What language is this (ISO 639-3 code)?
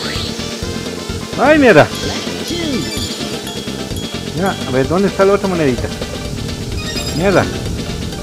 spa